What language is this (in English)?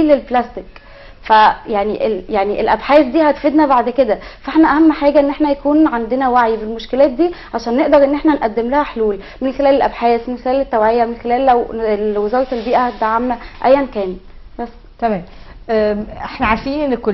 Egyptian Arabic